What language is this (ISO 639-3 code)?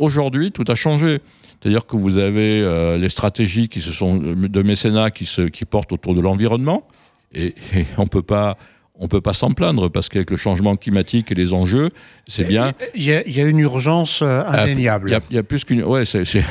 fra